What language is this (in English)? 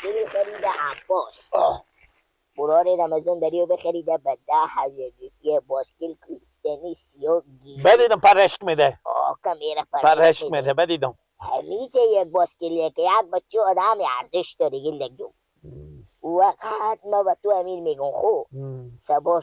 Persian